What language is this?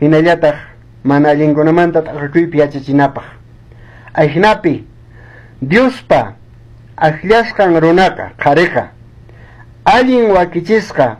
Quechua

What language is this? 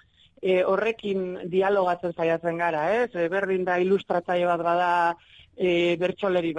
Basque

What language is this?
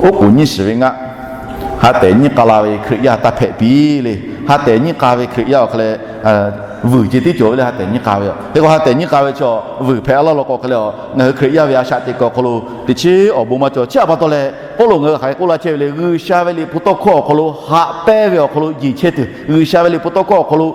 Lahu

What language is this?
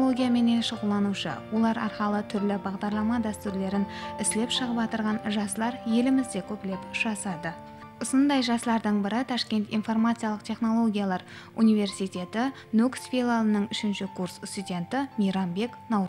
Kara-Kalpak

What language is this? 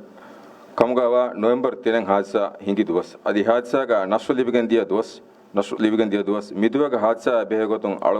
Divehi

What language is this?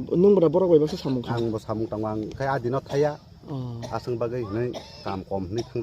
Kok Borok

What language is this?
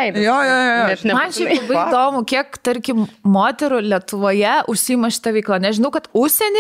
Lithuanian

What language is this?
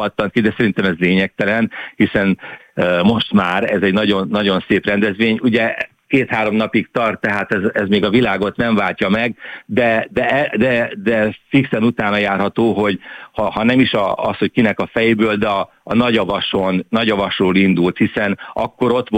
Hungarian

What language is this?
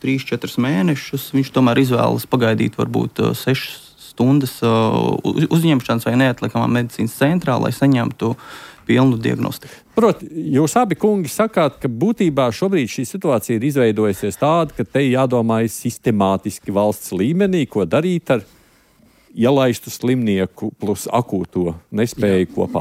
Latvian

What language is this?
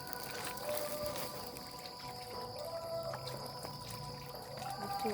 Lao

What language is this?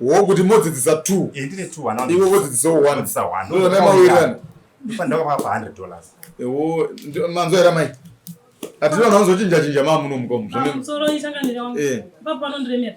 Shona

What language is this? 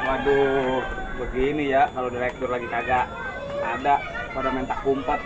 Betawi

